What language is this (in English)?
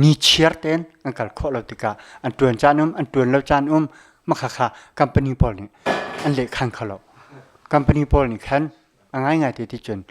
Hakha Chin